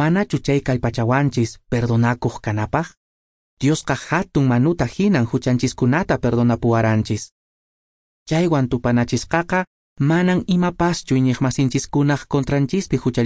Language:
Quechua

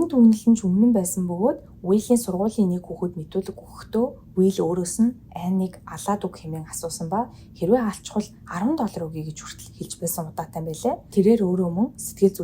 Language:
Mongolian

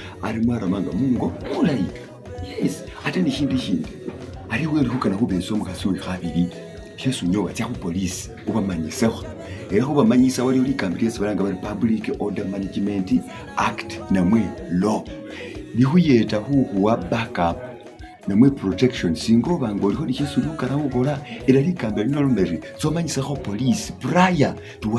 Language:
Masaaba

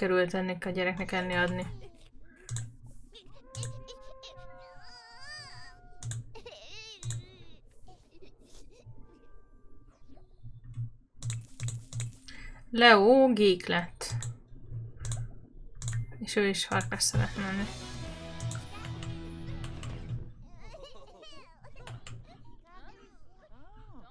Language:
Hungarian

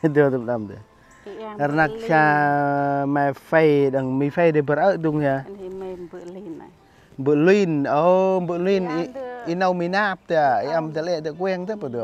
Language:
Central Mnong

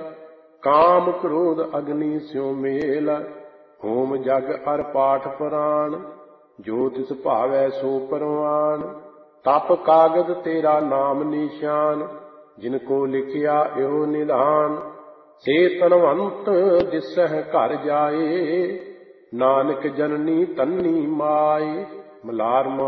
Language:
Punjabi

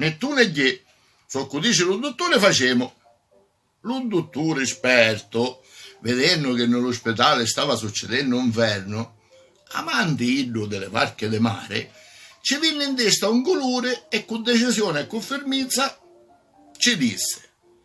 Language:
Sicilian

